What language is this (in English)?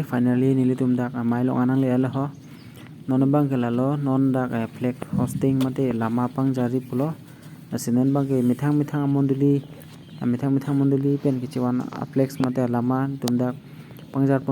Karbi